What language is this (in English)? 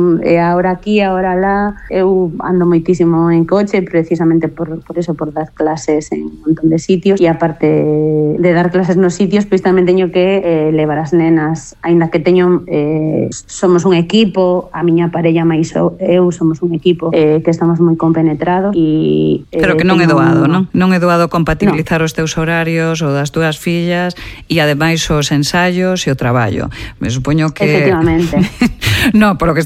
Galician